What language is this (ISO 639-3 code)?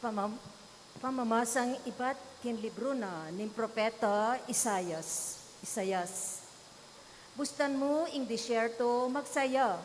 pam